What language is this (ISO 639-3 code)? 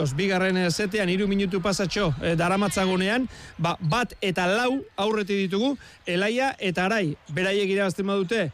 eus